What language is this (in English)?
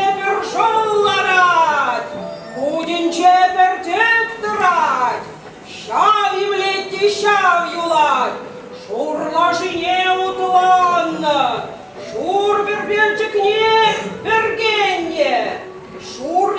Chuvash